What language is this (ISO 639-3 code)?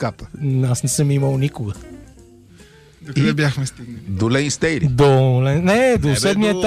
bul